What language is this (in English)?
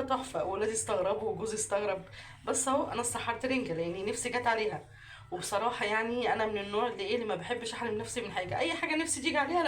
Egyptian Arabic